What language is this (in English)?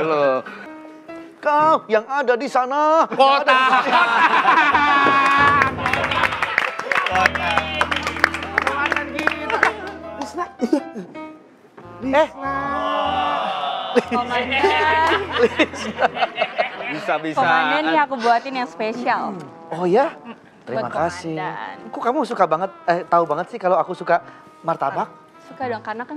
Indonesian